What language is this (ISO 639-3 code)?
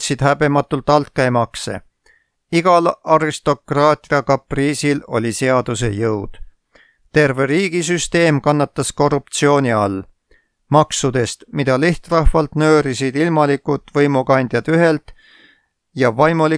est